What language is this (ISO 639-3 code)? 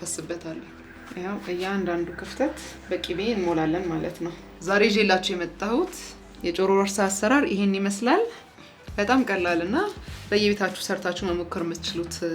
amh